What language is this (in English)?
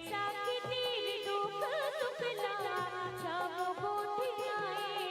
Chhattisgarhi